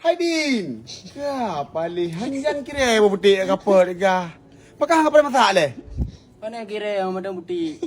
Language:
Achinese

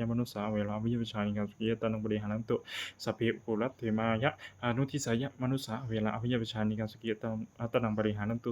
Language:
Pali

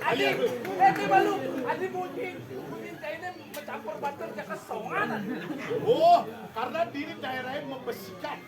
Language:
Balinese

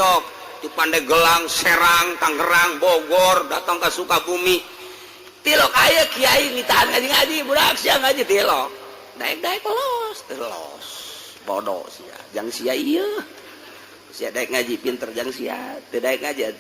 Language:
Sundanese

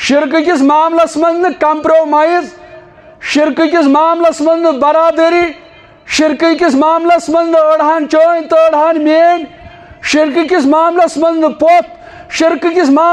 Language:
Kashmiri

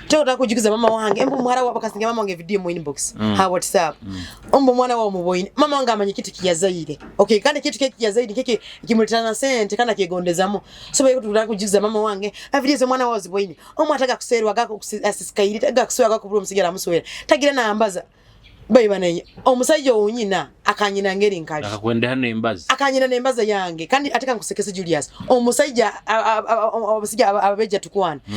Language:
Nyoro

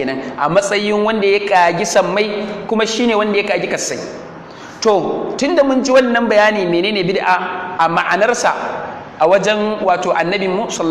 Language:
Hausa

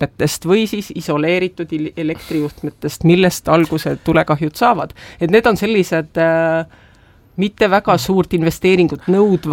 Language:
Estonian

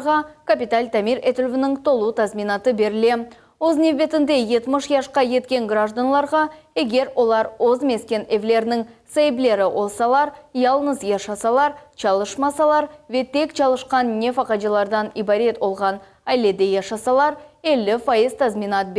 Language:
Crimean Tatar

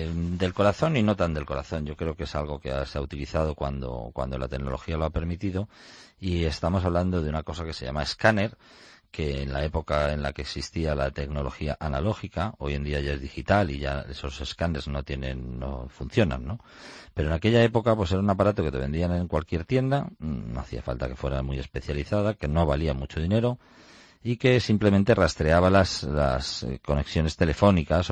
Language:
Spanish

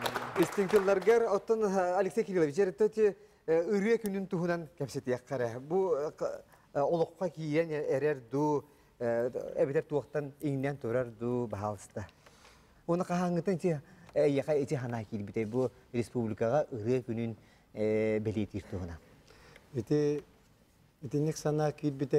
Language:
Yakut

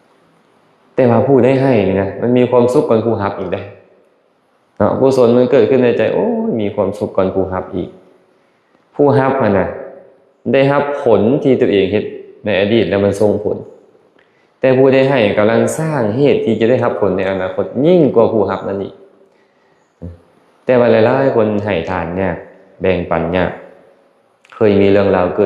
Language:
Lao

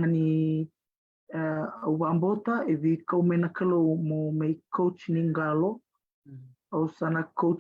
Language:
Fijian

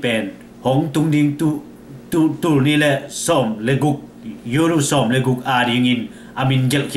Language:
Tedim Chin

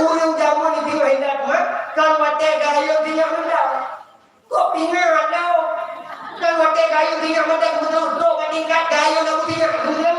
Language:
Achinese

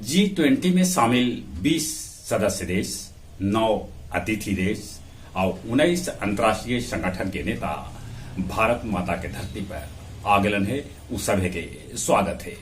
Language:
Magahi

